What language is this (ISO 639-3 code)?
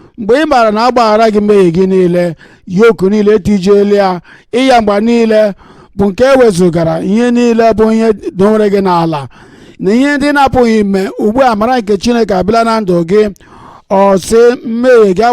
ibo